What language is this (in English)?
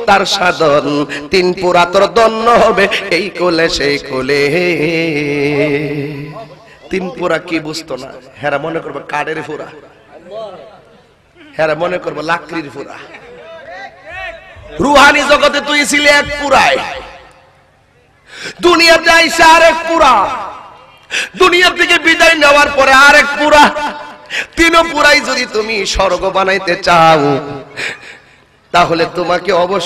Bangla